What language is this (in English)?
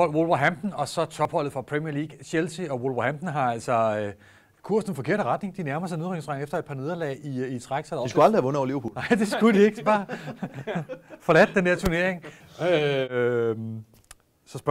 Danish